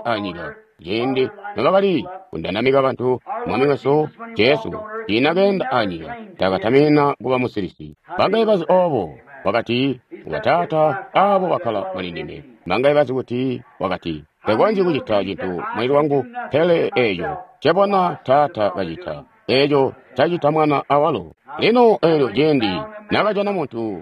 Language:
Tonga (Zambia)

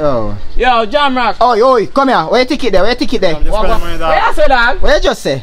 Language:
Jamaican Creole English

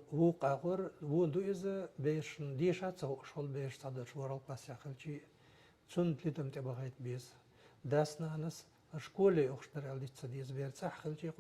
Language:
Chechen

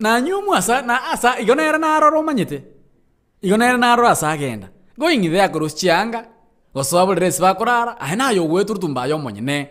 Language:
Gusii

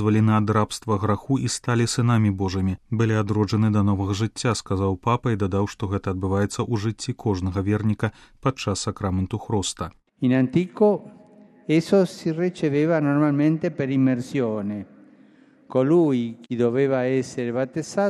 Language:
Belarusian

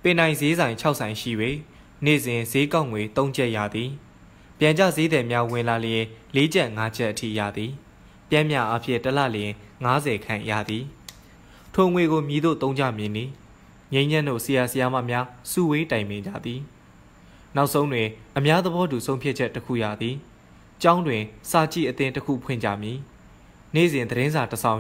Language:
Burmese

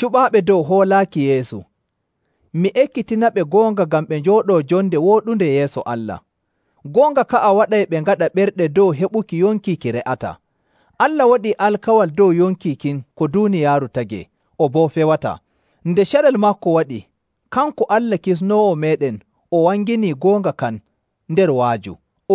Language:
Nigerian Fulfulde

